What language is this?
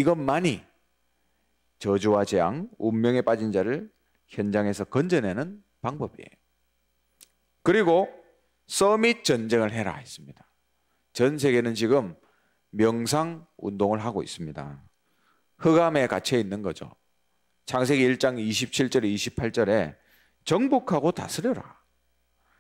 Korean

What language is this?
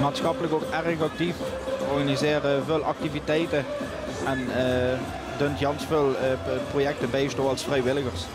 Limburgish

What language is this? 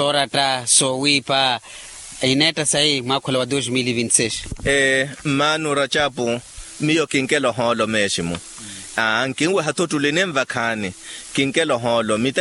Makhuwa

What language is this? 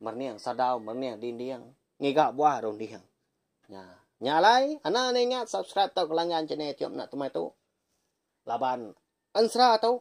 Iban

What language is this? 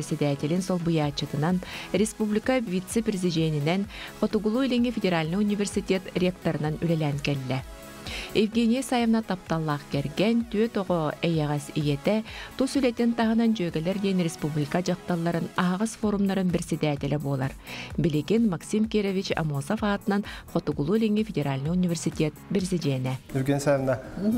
Yakut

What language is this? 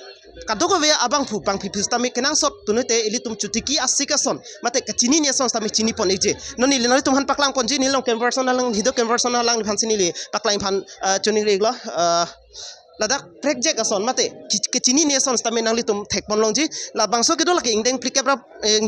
Karbi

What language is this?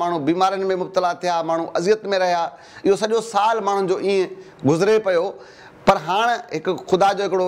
Sindhi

